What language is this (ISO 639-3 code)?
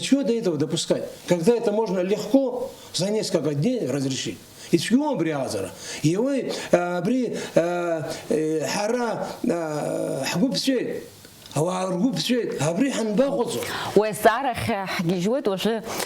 abk